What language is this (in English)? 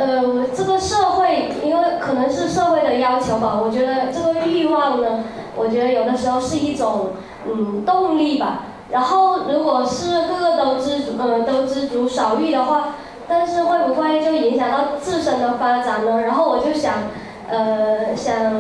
Chinese